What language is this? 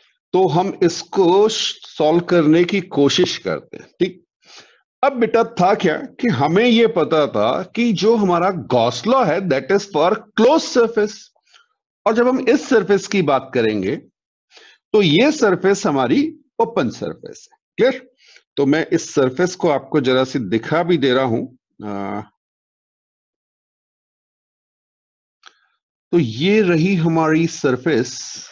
Hindi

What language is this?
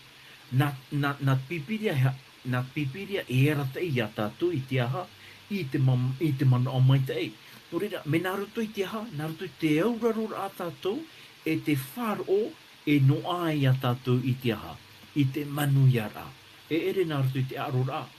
Tahitian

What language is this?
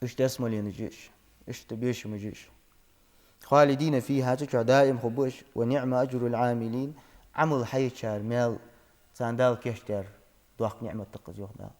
Ingush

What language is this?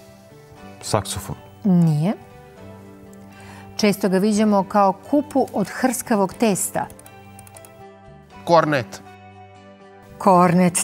Serbian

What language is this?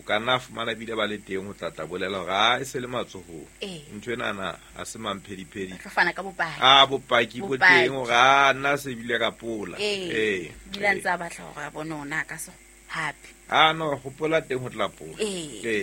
Southern Sotho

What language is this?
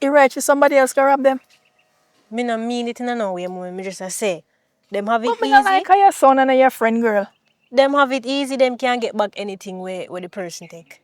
Jamaican Creole English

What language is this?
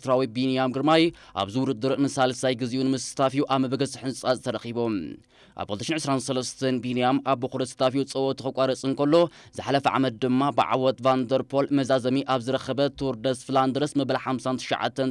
Tigrinya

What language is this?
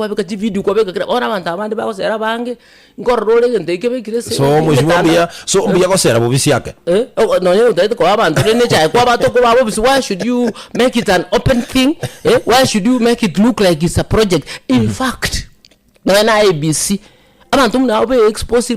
Gusii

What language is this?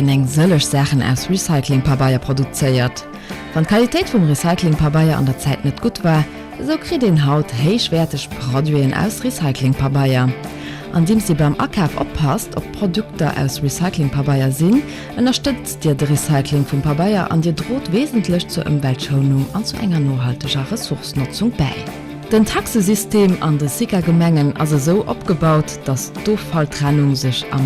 Luxembourgish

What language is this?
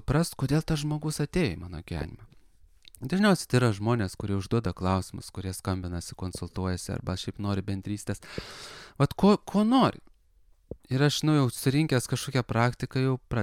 Lithuanian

